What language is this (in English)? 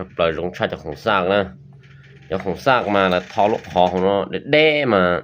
Hmong